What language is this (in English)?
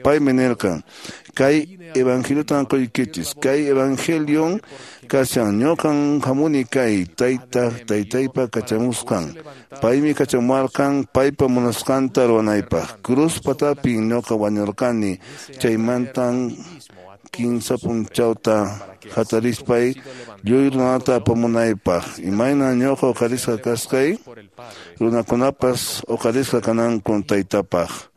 Quechua